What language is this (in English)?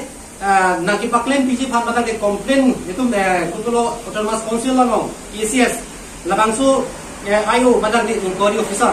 Karbi